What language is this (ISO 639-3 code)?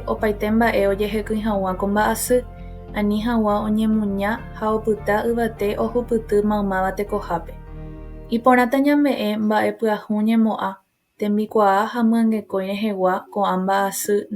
grn